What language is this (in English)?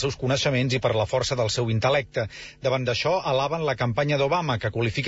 Catalan